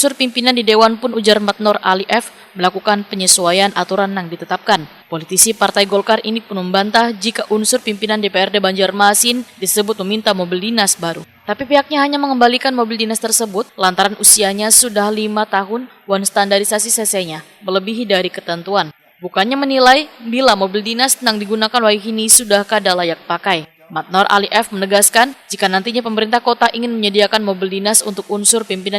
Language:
Banjar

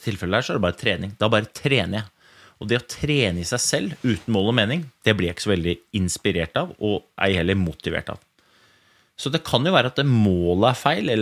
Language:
Norwegian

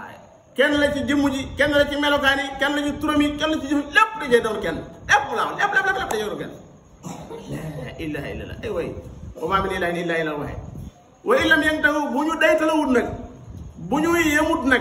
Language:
Wolof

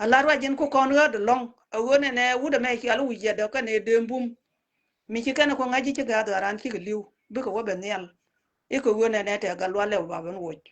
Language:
Nuer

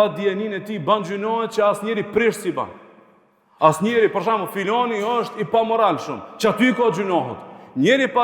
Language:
Albanian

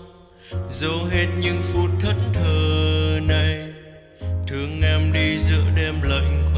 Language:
Vietnamese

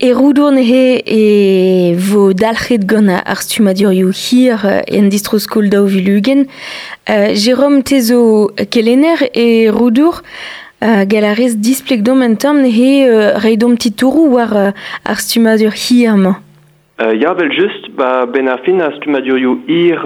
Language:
Breton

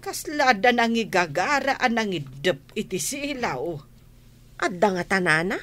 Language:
Iloko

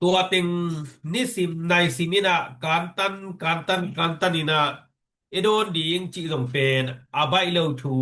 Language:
Tedim Chin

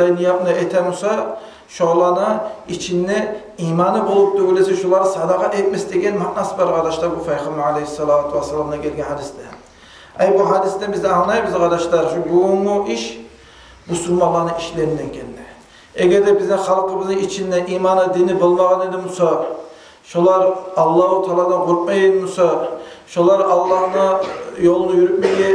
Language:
Kumyk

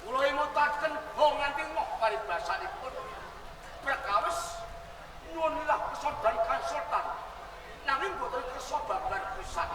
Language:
Javanese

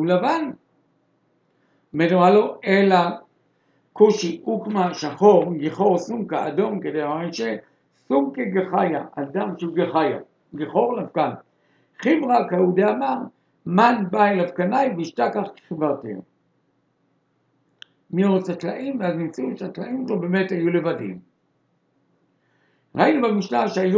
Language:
Hebrew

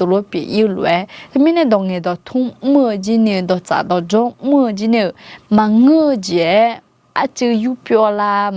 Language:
Akha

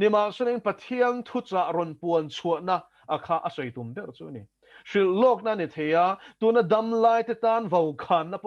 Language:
Mizo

